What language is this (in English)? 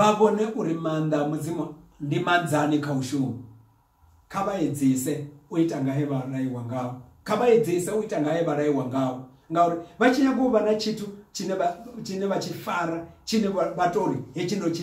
Venda